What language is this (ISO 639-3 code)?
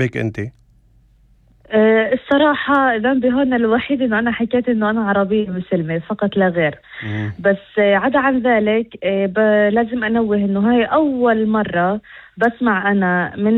apc